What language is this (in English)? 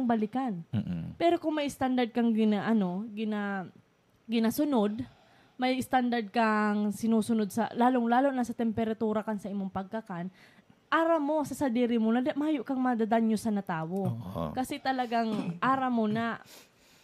Bikol